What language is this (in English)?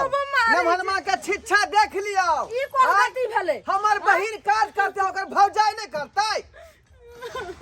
Maithili